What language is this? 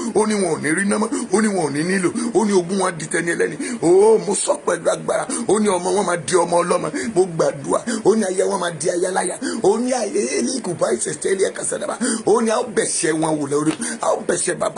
Yoruba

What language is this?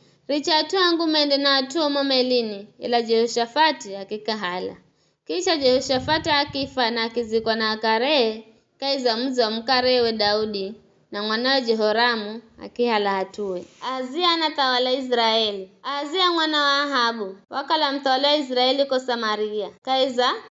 Giryama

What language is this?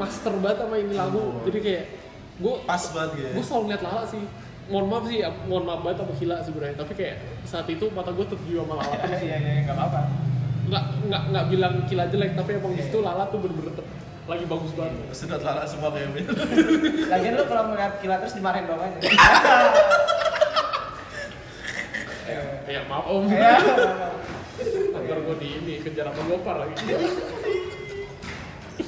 Indonesian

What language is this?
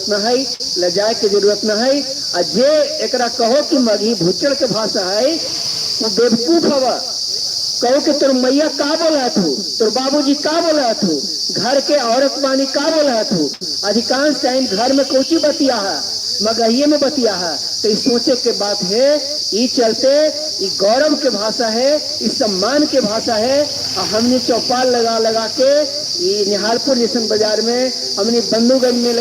Magahi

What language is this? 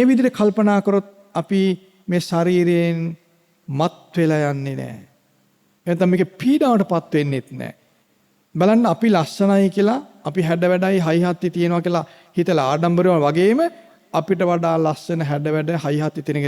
Sinhala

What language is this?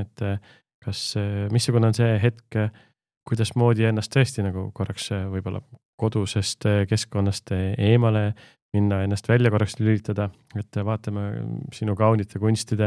Estonian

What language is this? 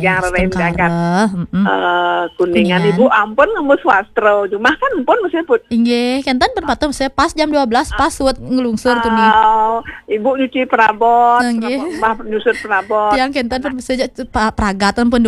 Balinese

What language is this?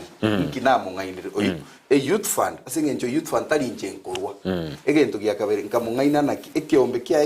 Gusii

